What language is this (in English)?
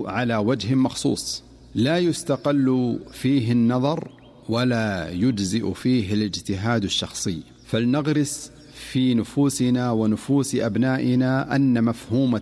Arabic